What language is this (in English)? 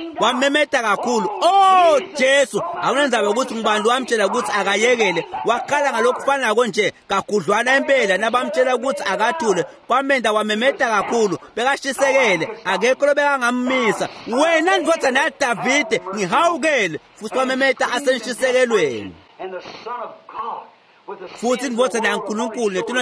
Swati